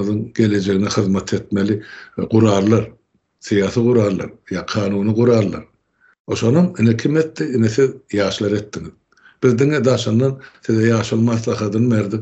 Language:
Turkmen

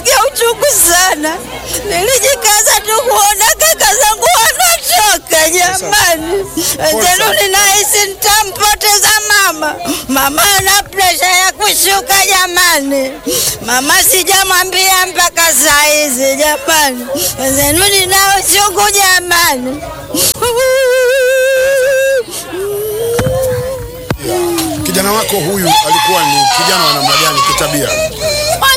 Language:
Swahili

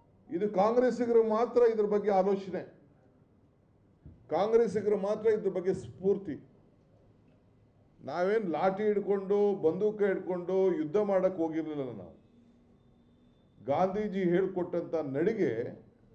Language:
Kannada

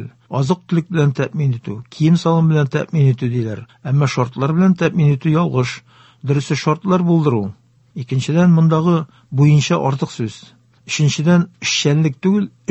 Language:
Tatar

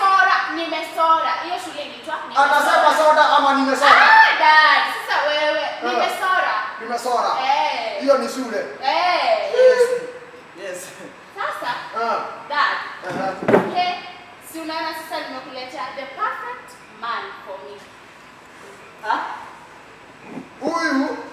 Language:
Swahili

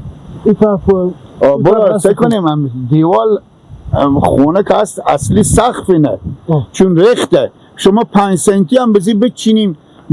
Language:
Persian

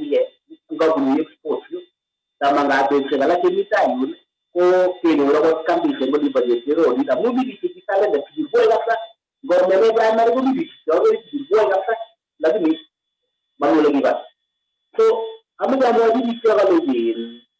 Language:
Kalenjin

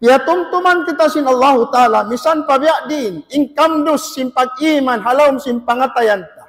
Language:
Tausug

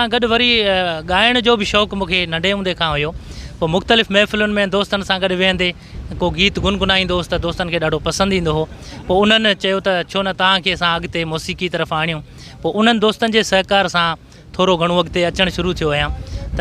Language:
Sindhi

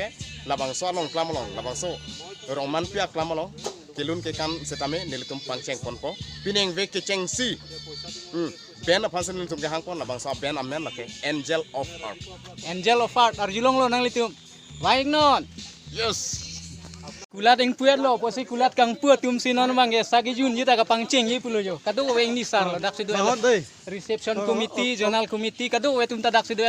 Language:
Karbi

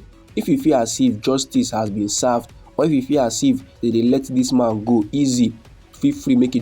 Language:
Nigerian Pidgin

